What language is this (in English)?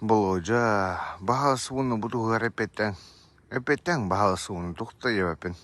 Yakut